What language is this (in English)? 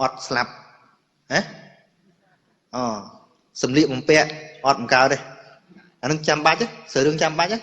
Khmer